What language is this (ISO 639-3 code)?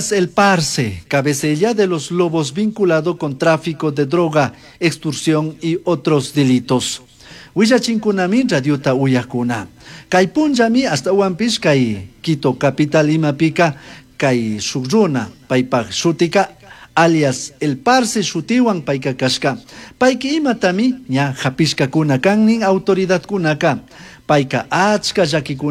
qug